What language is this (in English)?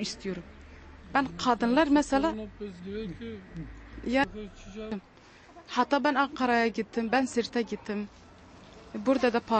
Turkish